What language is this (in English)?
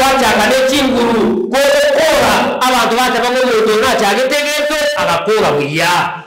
Gusii